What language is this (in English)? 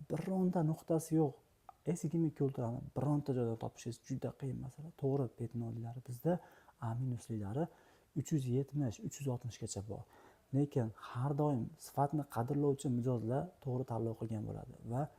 Uzbek